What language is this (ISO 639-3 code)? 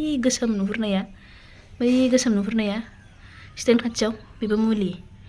brx